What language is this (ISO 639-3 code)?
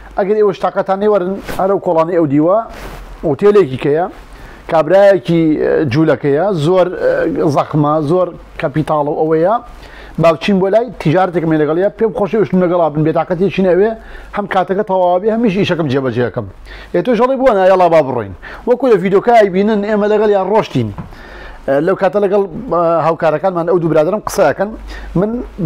ckb